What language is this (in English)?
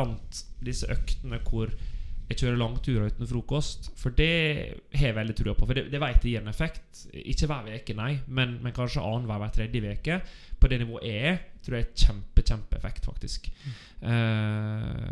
Norwegian